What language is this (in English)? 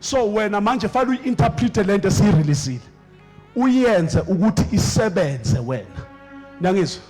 Zulu